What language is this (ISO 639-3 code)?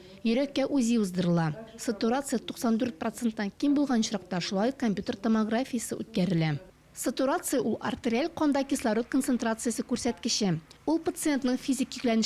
tat